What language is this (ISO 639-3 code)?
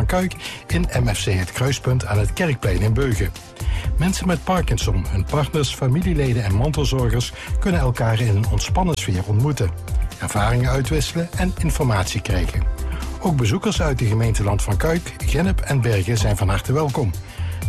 nld